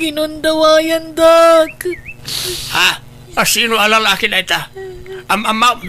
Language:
Iloko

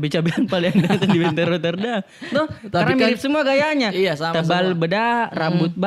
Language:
Makassar Malay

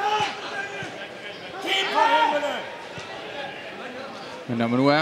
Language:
Danish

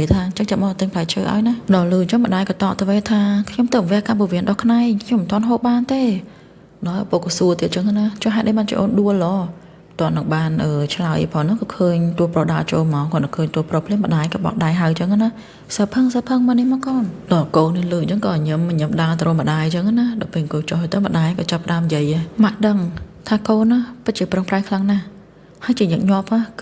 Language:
Khmer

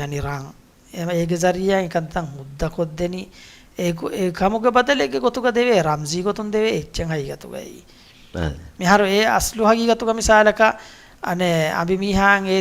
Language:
Divehi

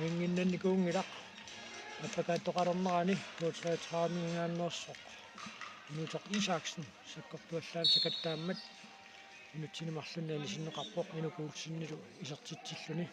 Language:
Kalaallisut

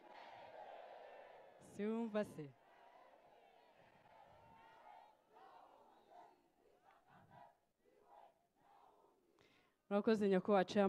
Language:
Kinyarwanda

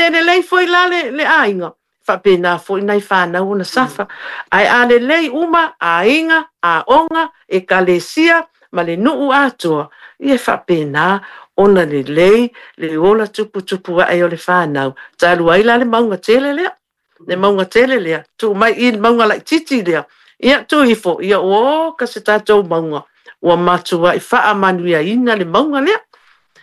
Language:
Samoan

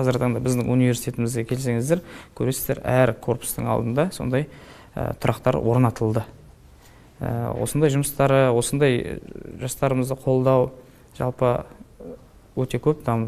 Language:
Kazakh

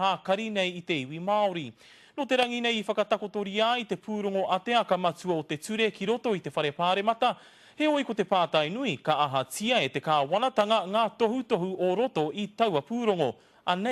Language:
Māori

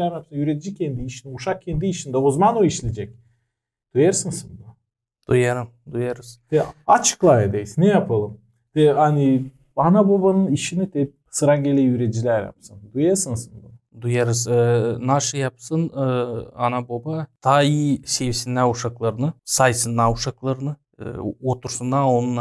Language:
Gagauz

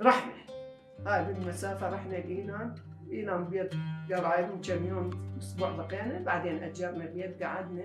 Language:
Mesopotamian Arabic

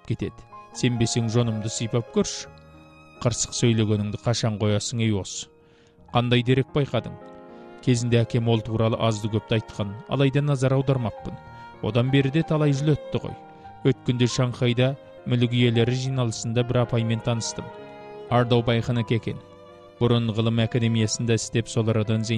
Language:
Kazakh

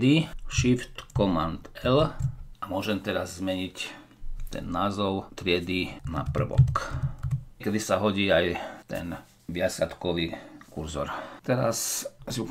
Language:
Slovak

